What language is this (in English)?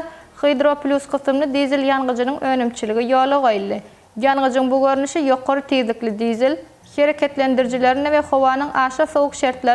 Turkmen